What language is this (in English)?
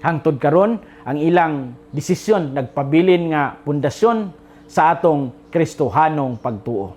Cebuano